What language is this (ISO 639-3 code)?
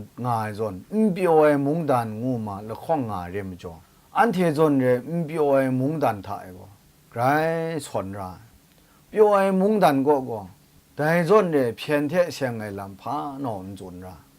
kac